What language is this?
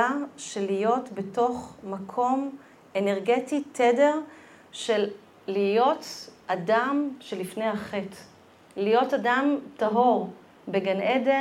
Hebrew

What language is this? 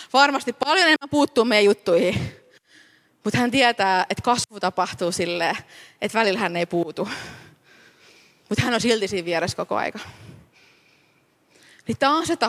Finnish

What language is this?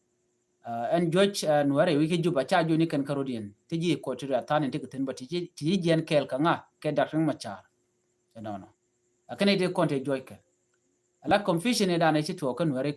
Nuer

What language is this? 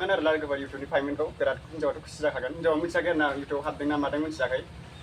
Bodo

